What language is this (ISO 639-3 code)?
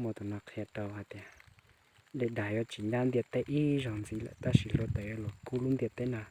hmn